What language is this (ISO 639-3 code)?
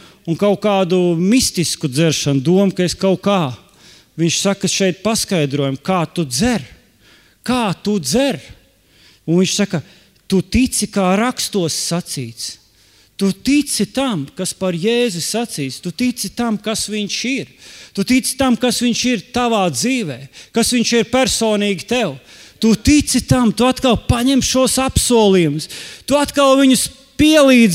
lav